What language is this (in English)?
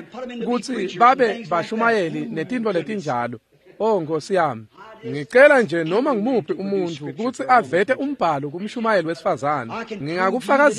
Swati